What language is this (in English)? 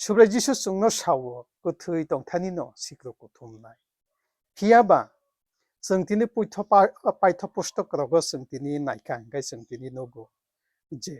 Kok Borok